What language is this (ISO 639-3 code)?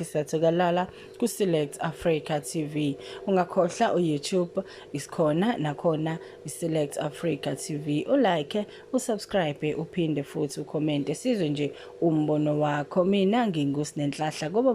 zul